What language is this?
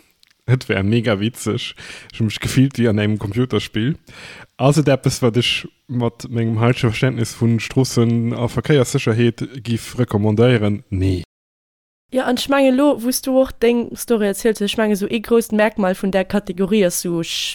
Luxembourgish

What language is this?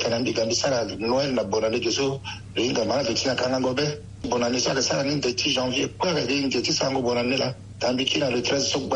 Sango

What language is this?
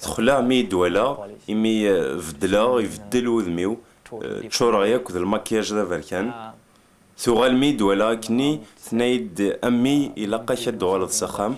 Kabyle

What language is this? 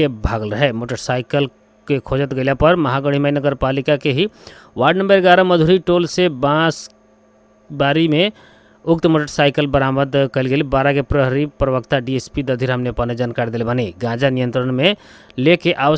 Bhojpuri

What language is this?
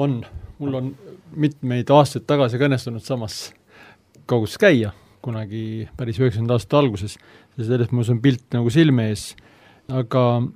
Estonian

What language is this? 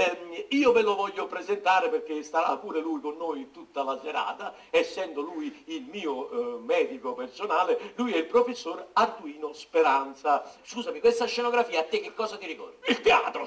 Italian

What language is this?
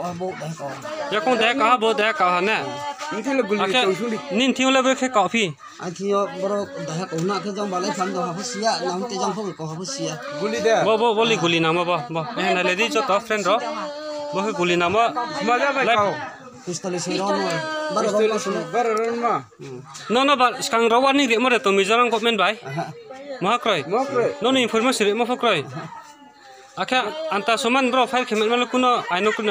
Riang (India)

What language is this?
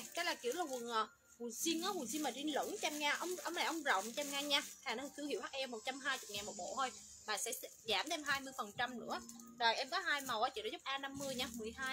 Vietnamese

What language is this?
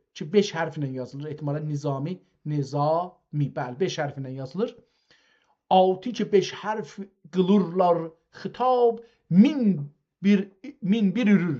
South Azerbaijani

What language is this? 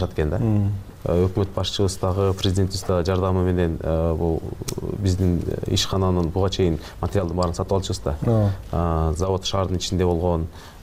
Kyrgyz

